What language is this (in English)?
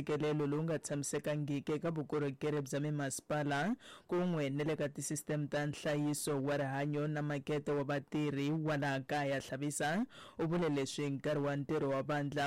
Tsonga